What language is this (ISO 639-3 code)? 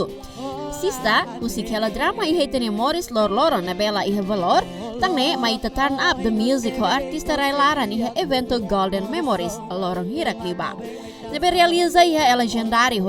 tet